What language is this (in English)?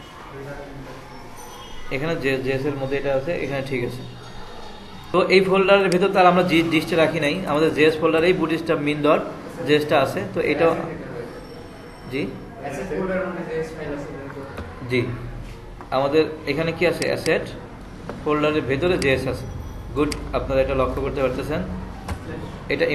Bangla